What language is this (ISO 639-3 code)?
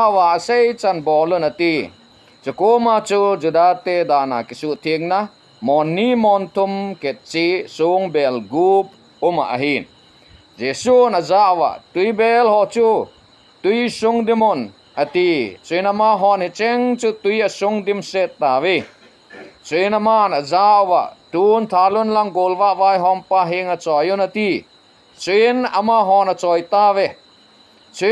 tcz